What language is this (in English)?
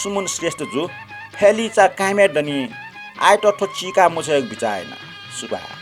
Newari